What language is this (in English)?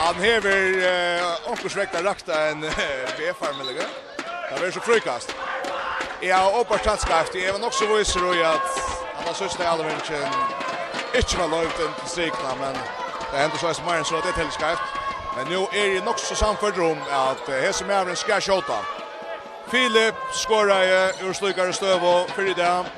Faroese